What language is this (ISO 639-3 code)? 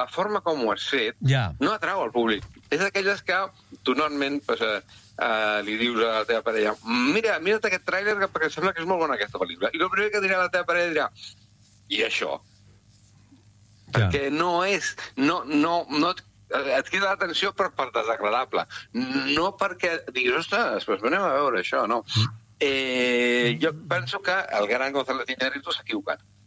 cat